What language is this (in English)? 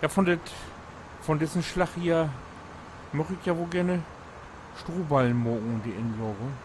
Low German